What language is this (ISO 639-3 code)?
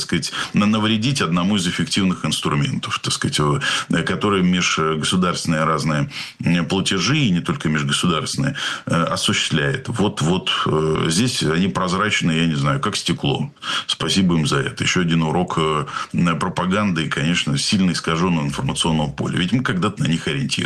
rus